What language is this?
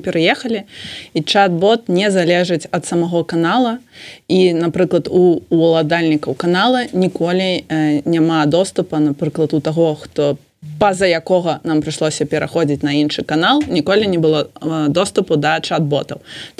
Belarusian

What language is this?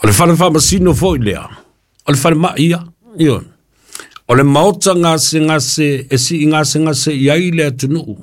Samoan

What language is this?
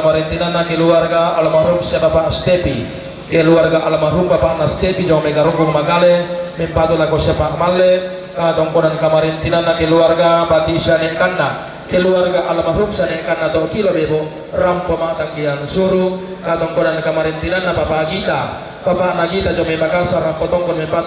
Toraja-Sa'dan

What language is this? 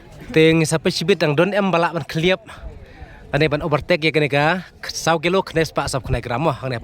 Khasi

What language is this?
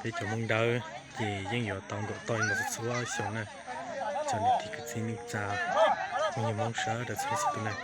Hmong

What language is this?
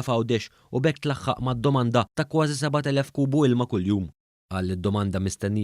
Maltese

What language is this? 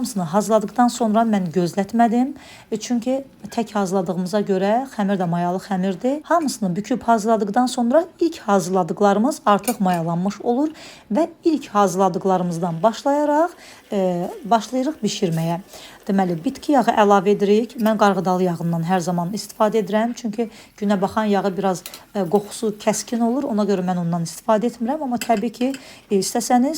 Azerbaijani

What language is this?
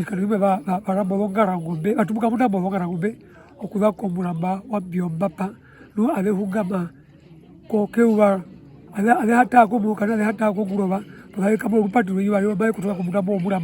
Herero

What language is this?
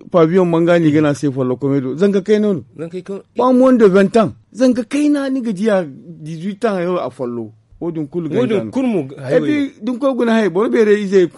Zarma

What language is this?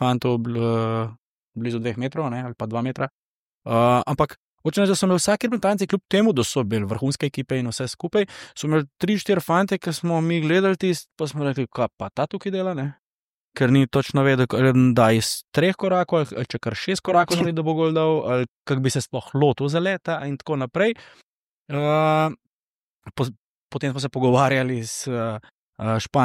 Slovenian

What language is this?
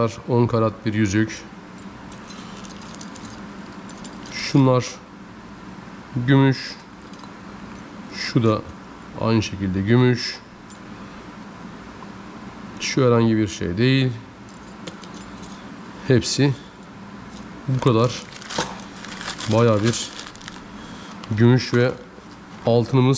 Turkish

